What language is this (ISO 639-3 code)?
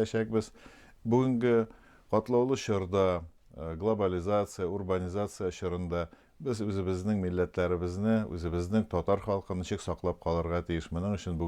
tat